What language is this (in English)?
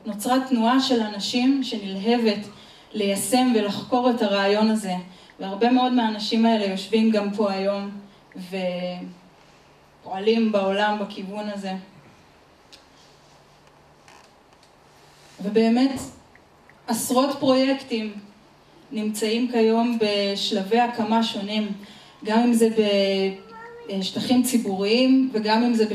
Hebrew